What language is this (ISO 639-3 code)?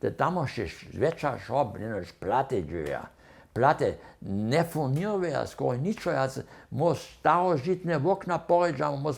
hsb